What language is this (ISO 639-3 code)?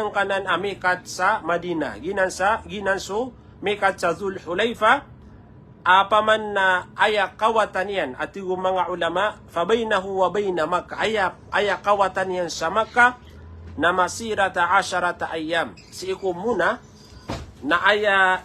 mrw